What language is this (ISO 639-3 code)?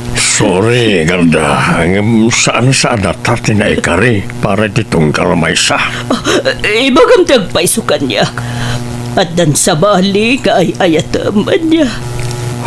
ilo